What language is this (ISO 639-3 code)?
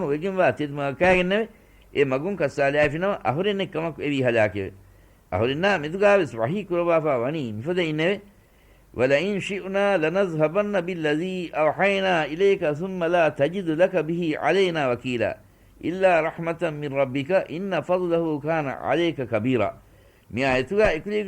div